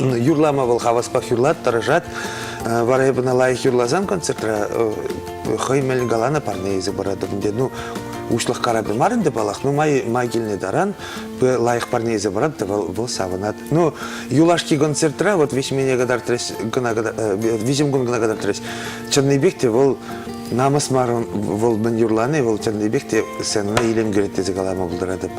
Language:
Chuvash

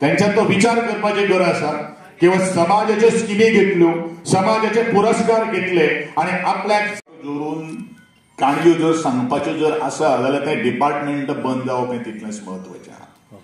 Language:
Konkani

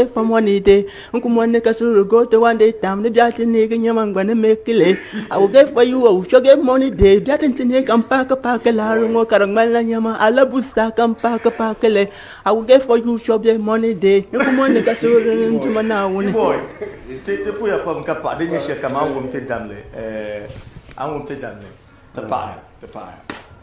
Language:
Dagbani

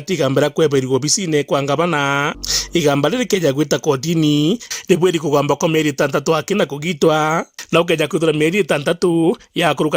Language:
Meru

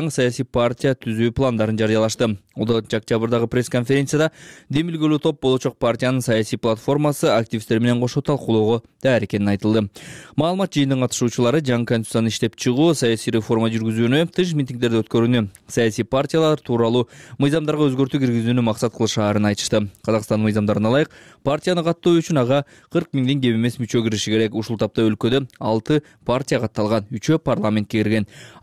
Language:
Kyrgyz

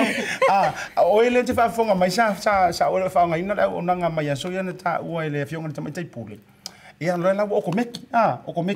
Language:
Samoan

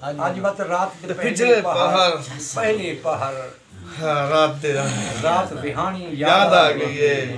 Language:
Saraiki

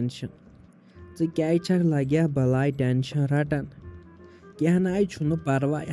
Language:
Kashmiri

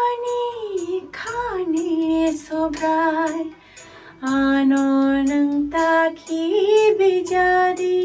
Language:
Kok Borok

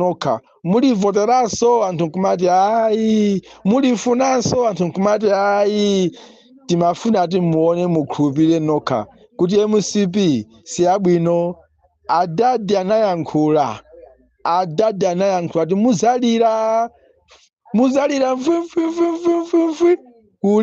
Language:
Nyanja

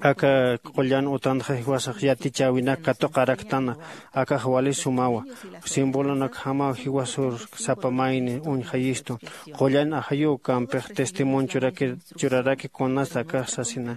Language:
Aymara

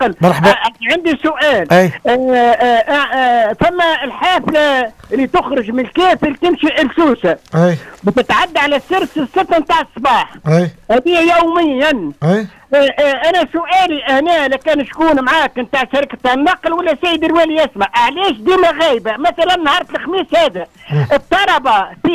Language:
Tunisian Arabic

